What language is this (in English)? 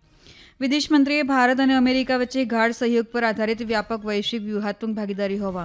Gujarati